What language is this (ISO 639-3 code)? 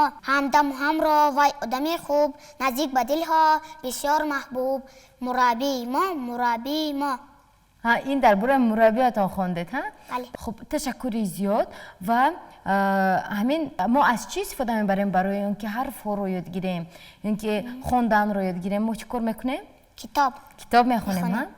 tgk